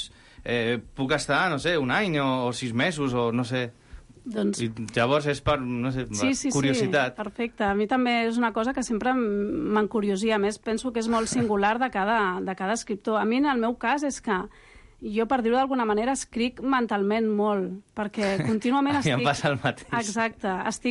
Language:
Catalan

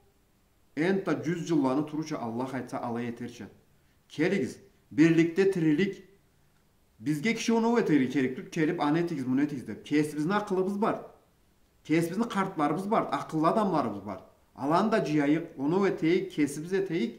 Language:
Karachay-Balkar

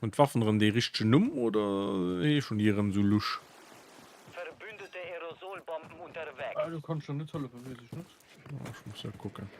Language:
Luxembourgish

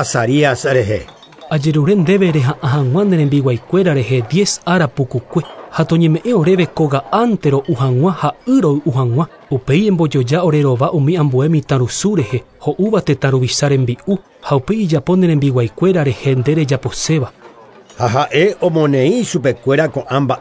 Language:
Guarani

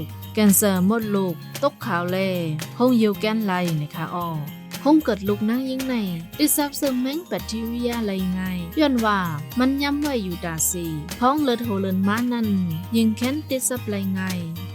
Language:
Shan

